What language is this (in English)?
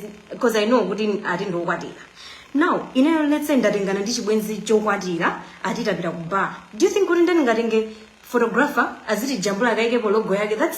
Nyanja